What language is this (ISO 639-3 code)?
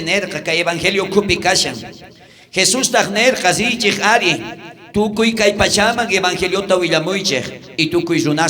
quh